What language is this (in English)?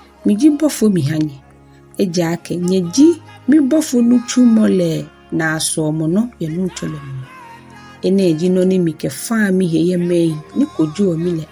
Ga